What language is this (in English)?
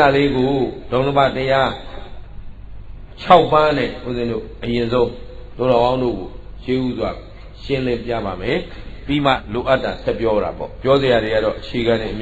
Burmese